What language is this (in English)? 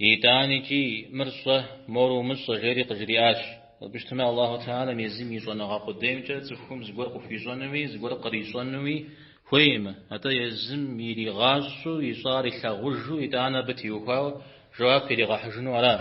Kabardian